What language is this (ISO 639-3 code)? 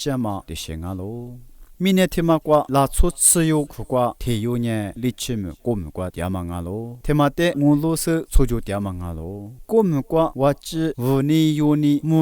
lis